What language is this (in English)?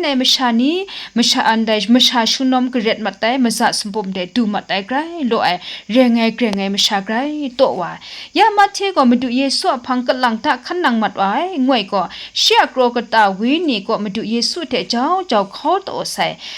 Kachin